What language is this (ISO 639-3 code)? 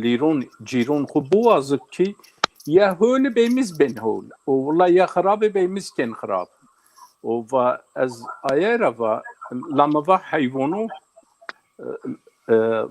zza